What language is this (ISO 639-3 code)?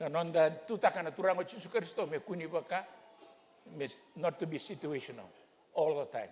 fij